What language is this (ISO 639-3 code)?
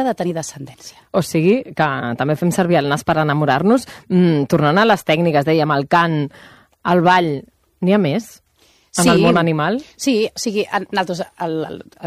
cat